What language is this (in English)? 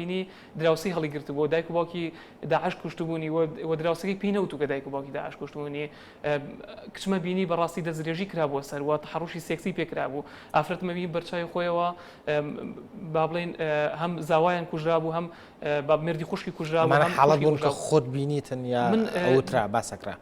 Central Kurdish